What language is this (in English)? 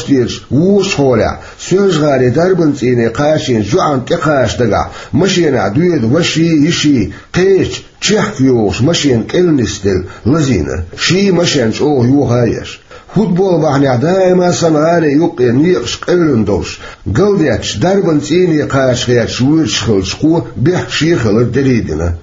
Chechen